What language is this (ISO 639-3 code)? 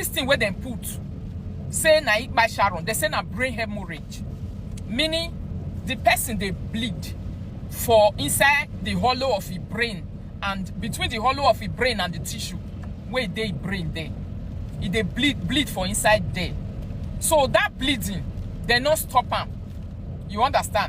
pcm